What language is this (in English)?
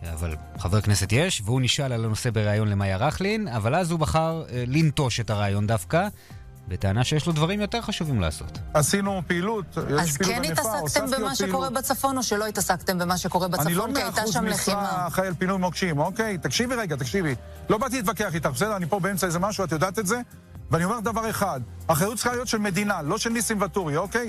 Hebrew